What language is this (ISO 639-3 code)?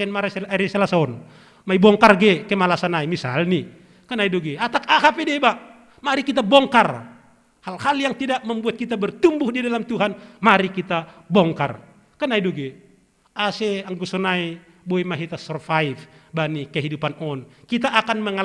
bts